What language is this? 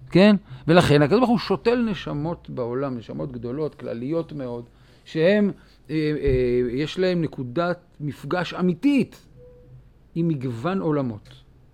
Hebrew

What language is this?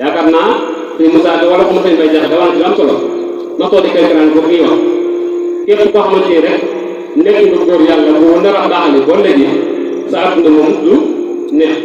Wolof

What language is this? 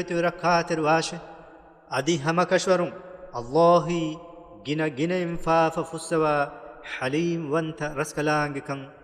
Divehi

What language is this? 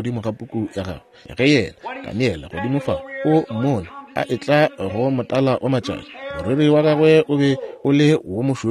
Northern Sotho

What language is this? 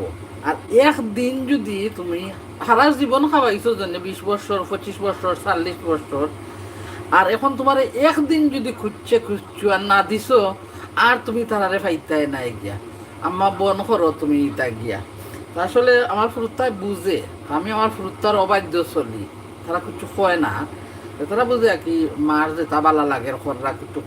Sylheti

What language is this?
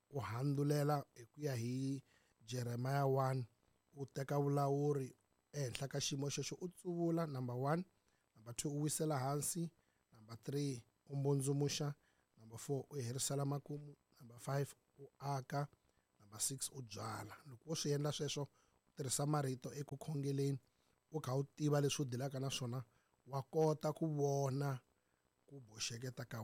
Tsonga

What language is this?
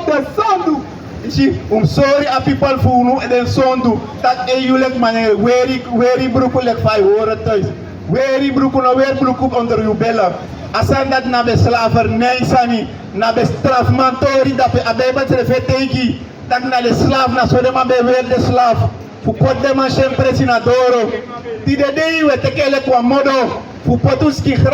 Sranan Tongo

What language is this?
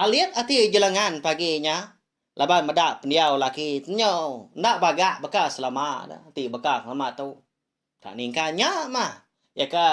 Iban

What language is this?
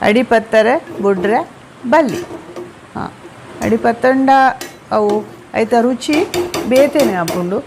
Tulu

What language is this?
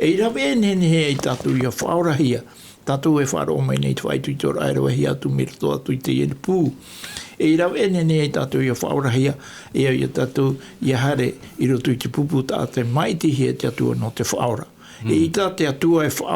Tahitian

